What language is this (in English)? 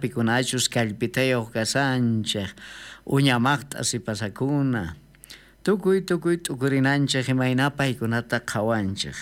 South Bolivian Quechua